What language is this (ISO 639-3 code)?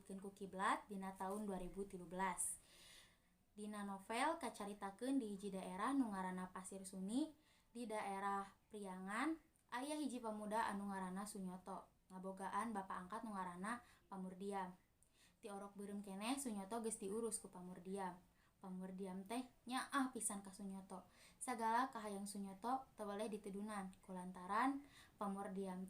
sun